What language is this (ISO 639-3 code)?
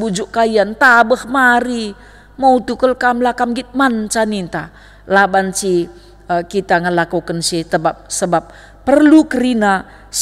btx